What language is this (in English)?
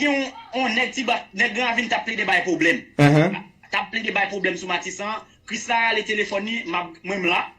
Haitian Creole